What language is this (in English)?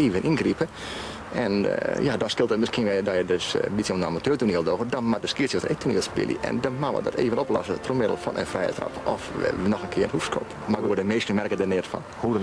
Western Frisian